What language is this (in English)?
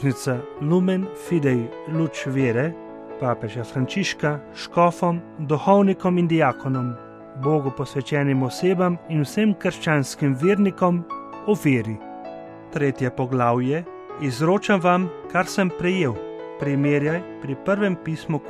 Slovenian